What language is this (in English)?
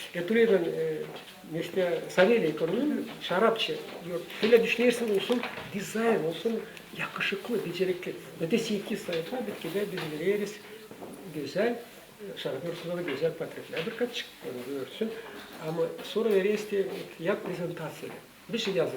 Gagauz